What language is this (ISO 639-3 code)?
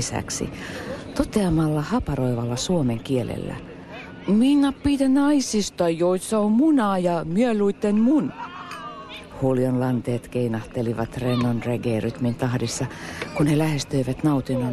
fin